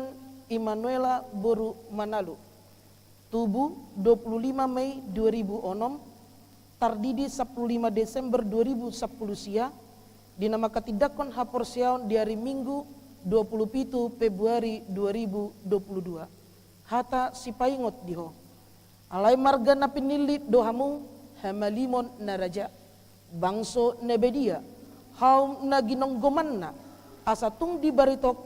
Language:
Batak Toba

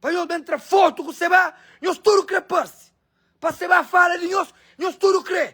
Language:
Kabuverdianu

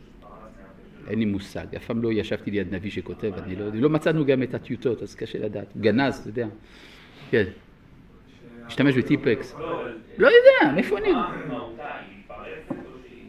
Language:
Hebrew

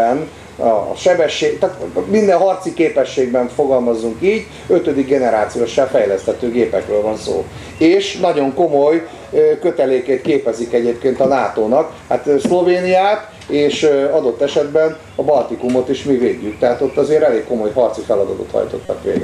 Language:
Hungarian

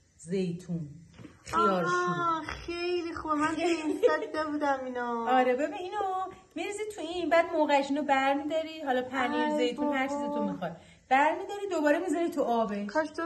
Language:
Persian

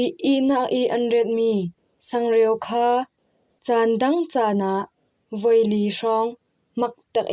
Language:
Falam Chin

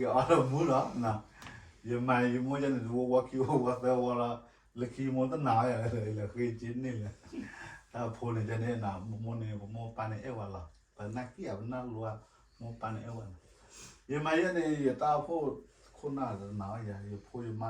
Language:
S'gaw Karen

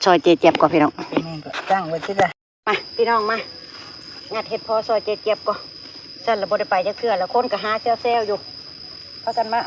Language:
Northeastern Thai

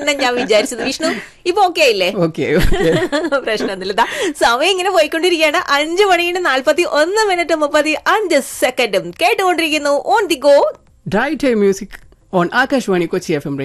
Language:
Malayalam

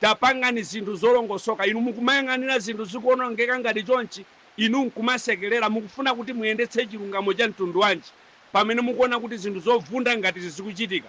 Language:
Nyanja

